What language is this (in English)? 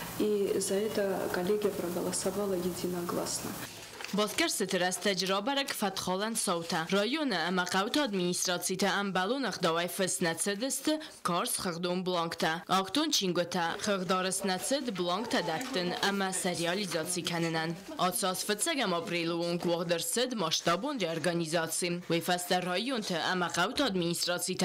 Ossetic